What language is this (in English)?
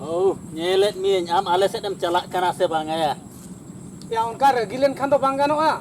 Santali